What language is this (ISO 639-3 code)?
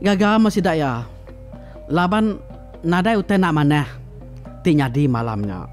iba